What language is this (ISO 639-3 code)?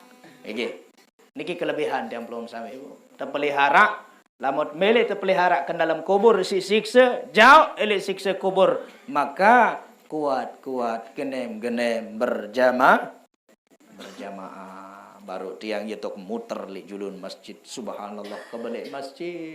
sas